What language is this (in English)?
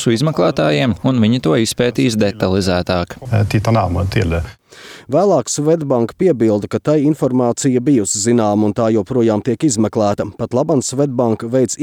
Latvian